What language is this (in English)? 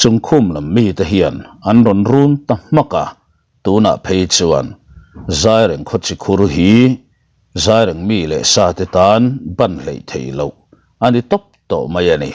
Mizo